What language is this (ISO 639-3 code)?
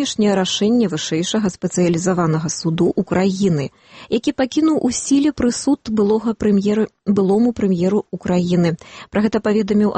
bel